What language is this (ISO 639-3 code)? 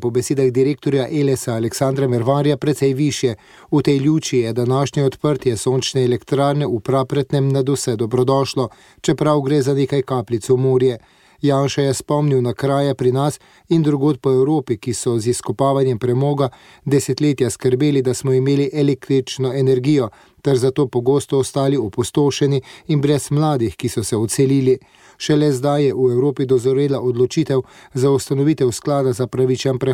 slv